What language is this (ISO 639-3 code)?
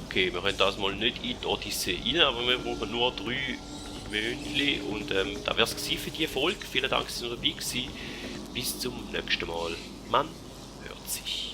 gsw